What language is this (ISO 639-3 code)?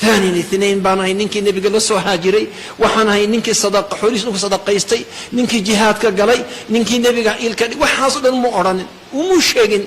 som